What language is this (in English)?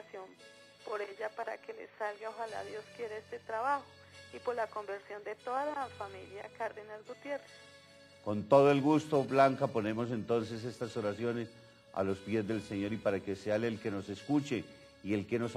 Spanish